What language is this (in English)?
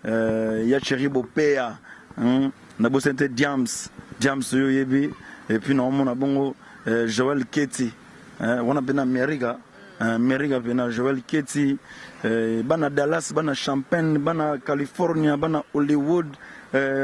Lingala